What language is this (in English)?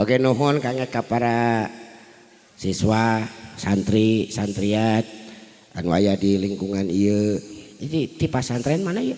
Sundanese